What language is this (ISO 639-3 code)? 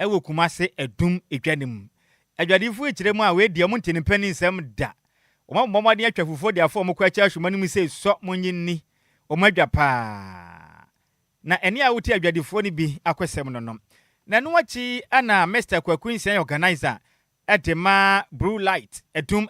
aka